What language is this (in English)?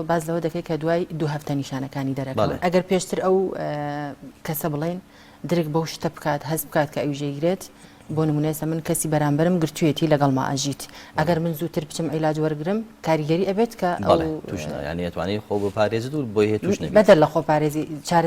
Central Kurdish